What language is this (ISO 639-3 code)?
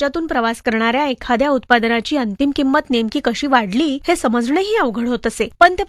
mar